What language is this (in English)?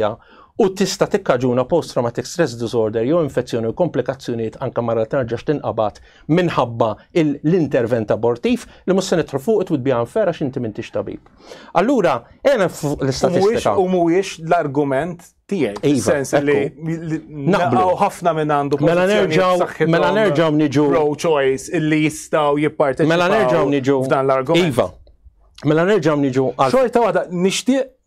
Maltese